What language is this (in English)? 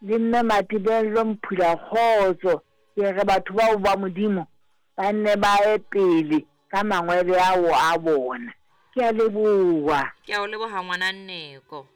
Southern Sotho